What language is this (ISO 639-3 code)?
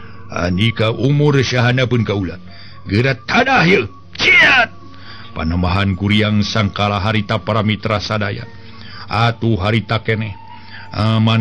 sun